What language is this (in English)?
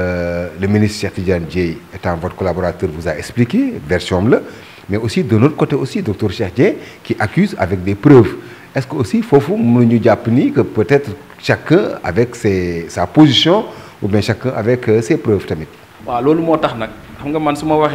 Wolof